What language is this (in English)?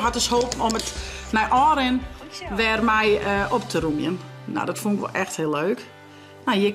Western Frisian